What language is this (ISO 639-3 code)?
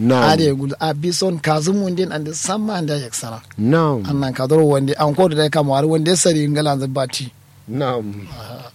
kau